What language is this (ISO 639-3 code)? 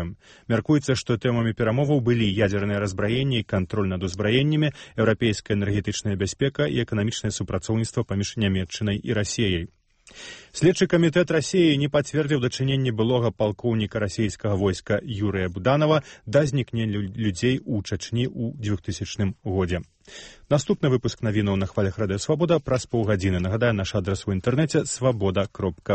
bel